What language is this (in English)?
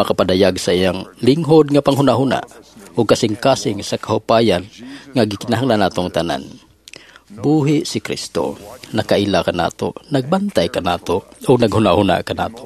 Cebuano